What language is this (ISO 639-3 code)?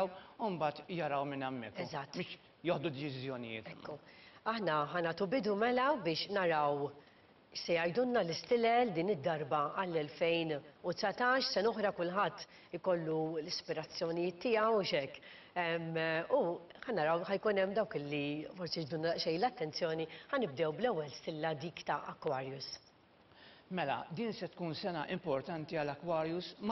mlt